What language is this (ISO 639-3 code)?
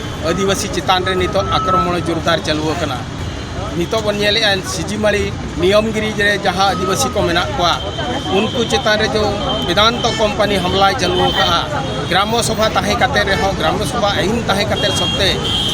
sat